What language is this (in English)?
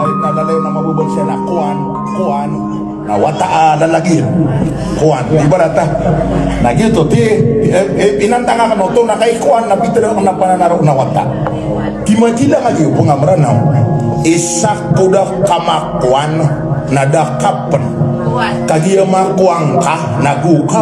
Maranao